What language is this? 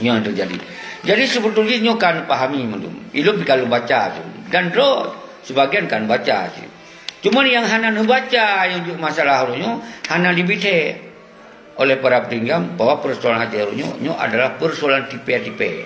Achinese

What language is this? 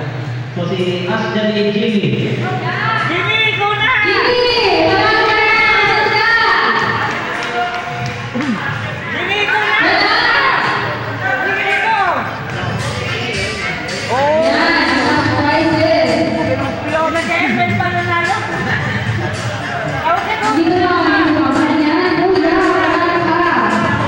Filipino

